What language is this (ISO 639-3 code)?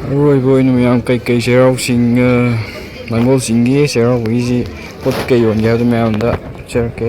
mni